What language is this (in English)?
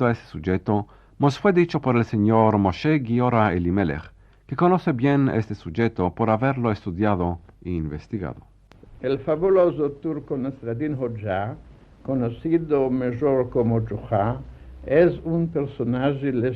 Ladino